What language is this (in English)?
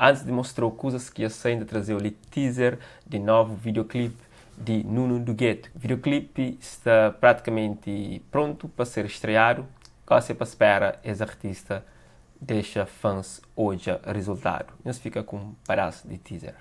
Kabuverdianu